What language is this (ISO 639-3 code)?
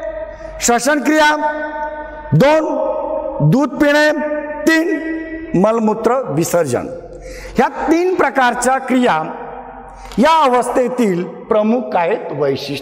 mar